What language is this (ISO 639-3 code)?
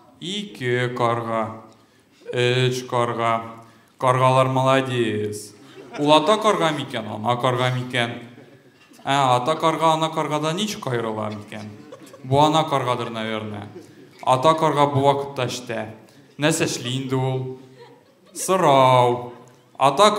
tat